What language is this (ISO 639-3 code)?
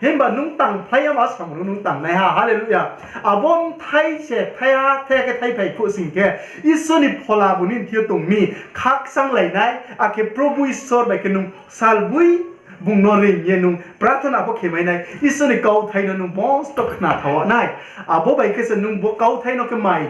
ria